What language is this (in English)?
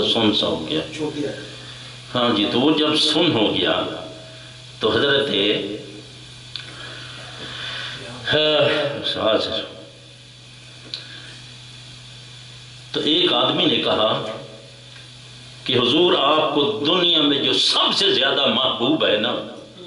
Urdu